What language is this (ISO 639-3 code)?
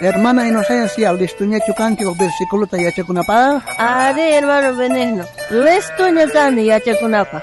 quh